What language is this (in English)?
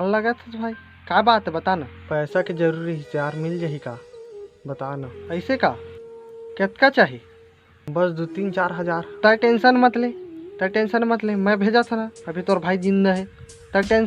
Chhattisgarhi